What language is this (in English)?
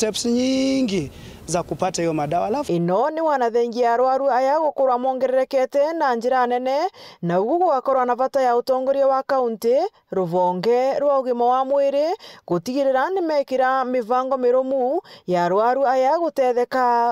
Meru